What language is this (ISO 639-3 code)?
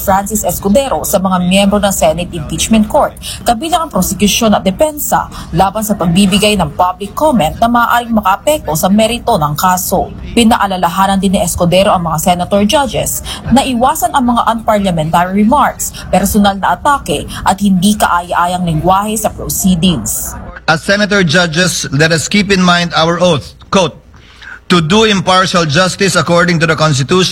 fil